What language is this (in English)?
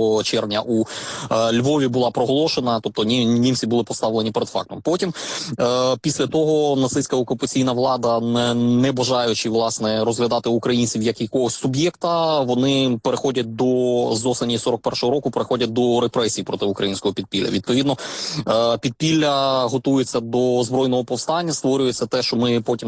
Ukrainian